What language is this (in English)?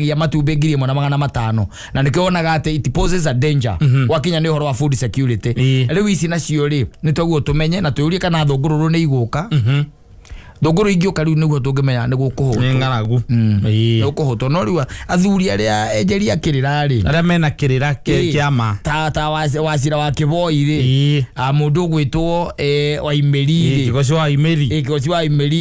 Kikuyu